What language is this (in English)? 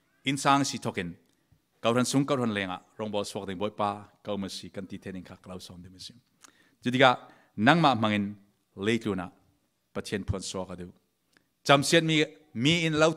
Falam Chin